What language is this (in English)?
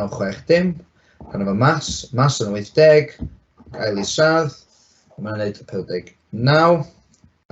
Welsh